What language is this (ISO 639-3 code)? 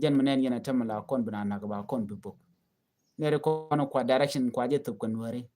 nus